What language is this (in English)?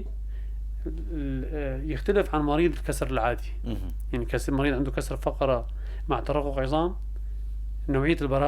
North Levantine Arabic